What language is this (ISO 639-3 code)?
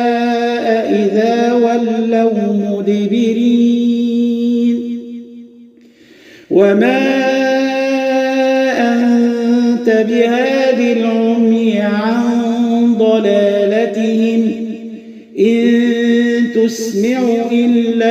ara